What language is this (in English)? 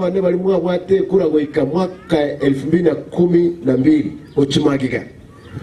Gusii